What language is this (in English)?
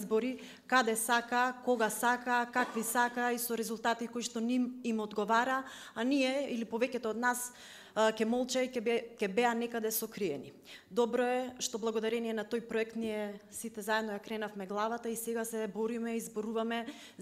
Macedonian